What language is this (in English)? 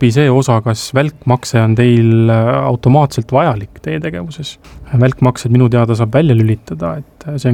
Estonian